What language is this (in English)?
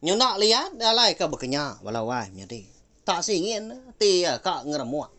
Iban